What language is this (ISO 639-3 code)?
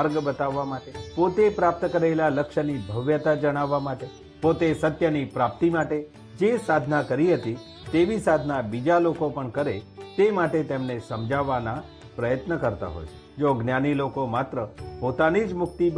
guj